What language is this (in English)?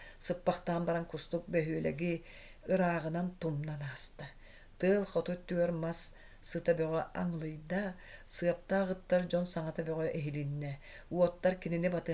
Yakut